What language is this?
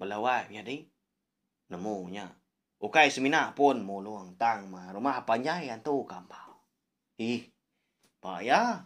Iban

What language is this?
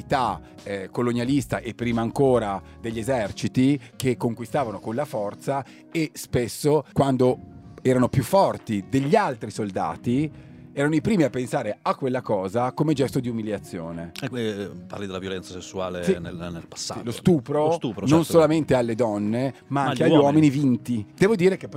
Italian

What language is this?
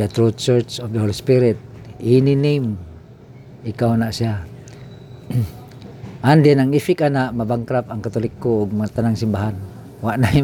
Cebuano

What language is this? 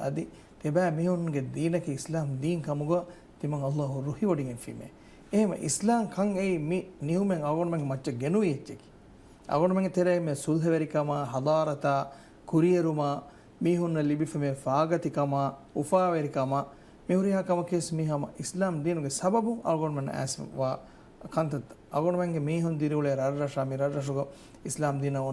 Divehi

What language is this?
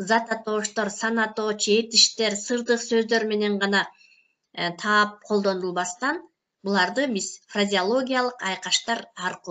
Kyrgyz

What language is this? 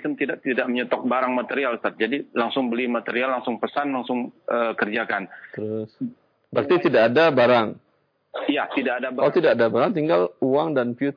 Indonesian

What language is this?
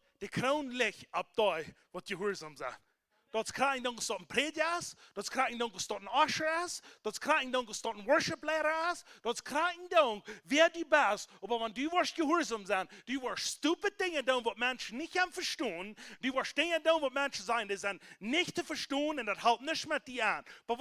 Plautdietsch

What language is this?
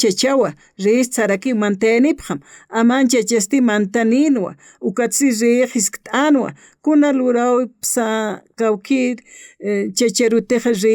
Aymara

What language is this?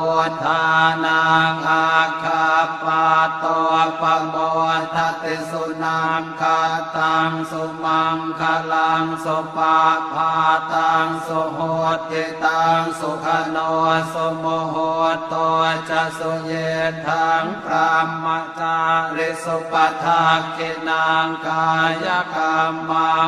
Pali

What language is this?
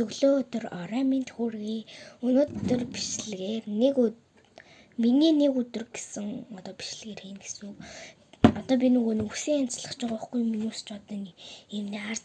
Mongolian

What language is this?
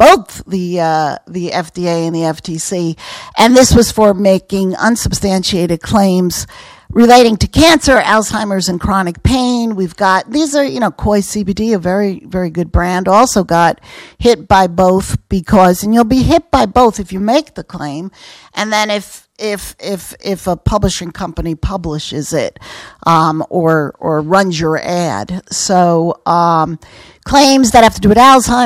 English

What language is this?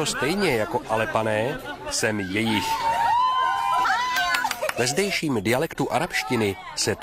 Czech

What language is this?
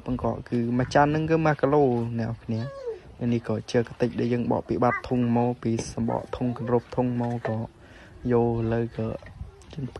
Khmer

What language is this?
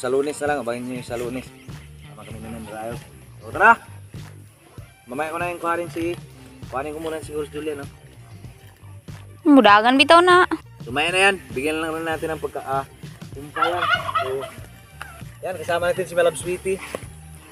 Filipino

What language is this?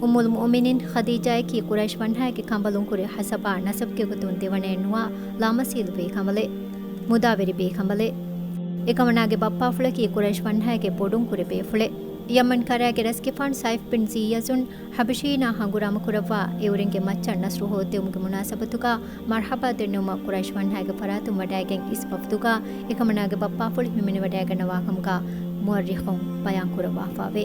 Divehi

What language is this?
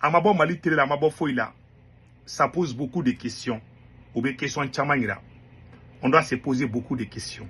Bambara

